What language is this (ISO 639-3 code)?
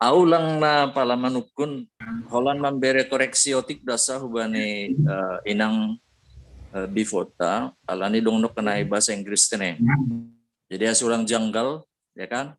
bts